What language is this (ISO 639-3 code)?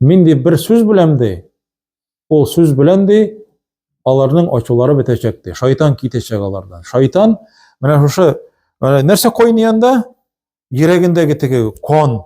tat